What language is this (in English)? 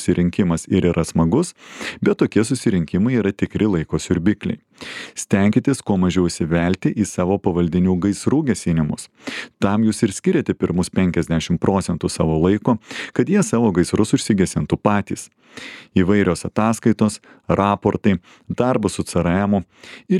Lithuanian